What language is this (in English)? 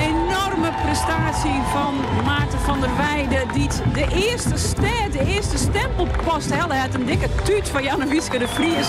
Western Frisian